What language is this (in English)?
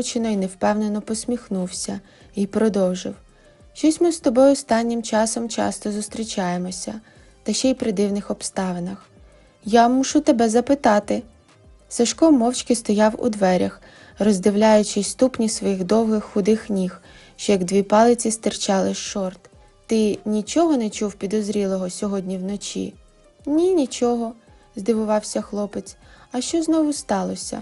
Ukrainian